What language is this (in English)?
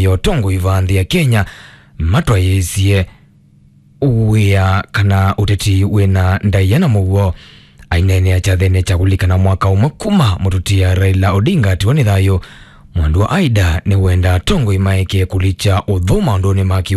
Kamba